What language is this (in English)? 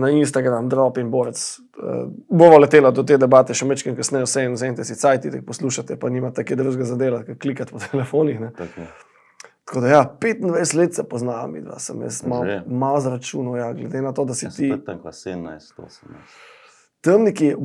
Slovenian